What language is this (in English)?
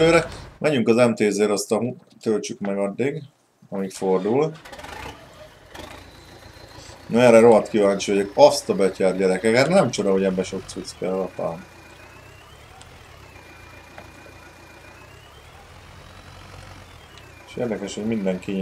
Hungarian